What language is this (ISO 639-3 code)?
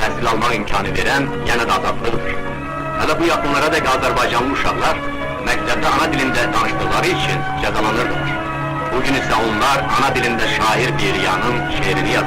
azb